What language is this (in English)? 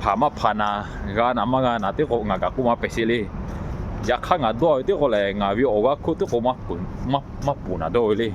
Lahu